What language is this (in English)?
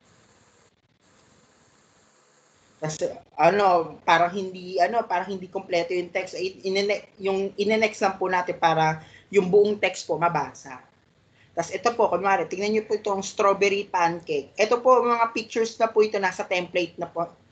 Filipino